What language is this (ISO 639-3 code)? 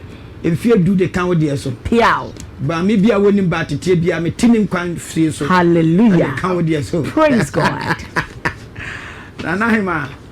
aka